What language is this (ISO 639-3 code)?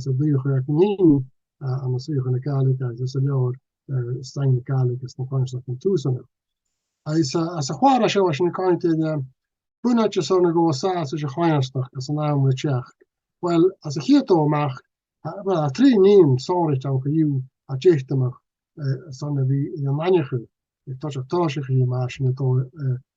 gla